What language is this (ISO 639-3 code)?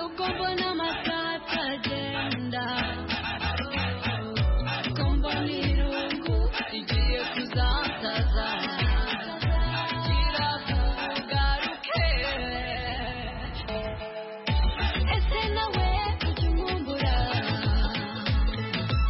kin